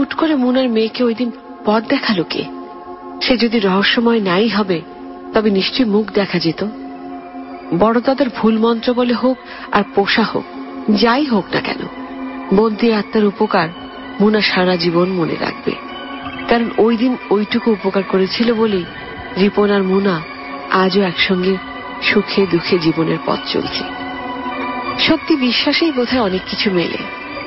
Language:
Bangla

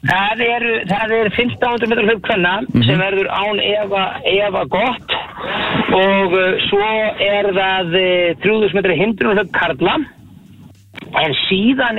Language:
Icelandic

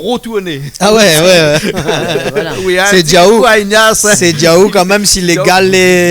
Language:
Réunion Creole French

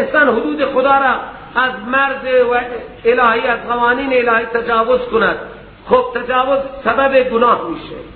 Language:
Persian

